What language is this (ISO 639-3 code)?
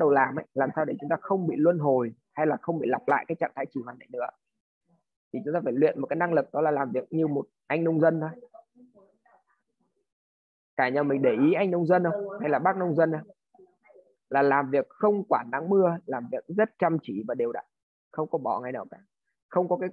vie